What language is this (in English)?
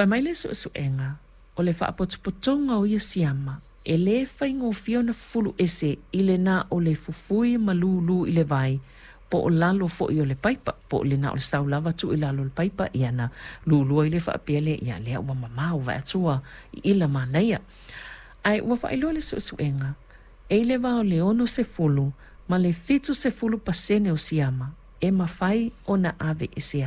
Samoan